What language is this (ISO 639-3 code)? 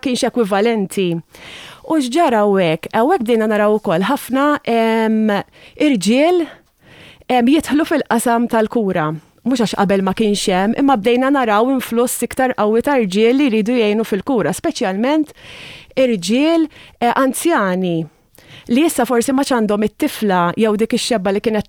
mlt